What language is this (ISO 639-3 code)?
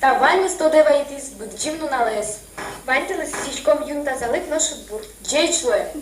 udm